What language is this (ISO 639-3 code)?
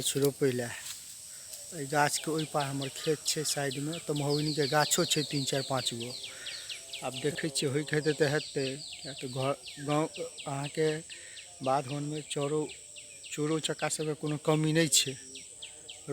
mai